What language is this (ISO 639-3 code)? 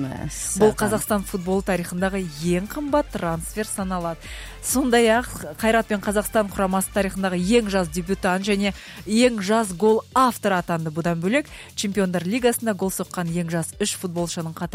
kaz